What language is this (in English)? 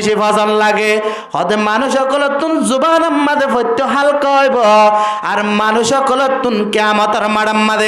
Rohingya